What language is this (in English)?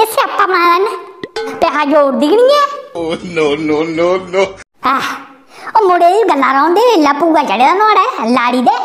Dogri